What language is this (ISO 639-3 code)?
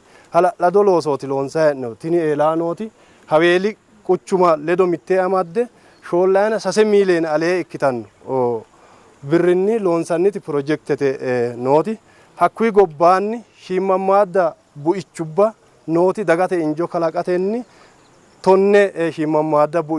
sid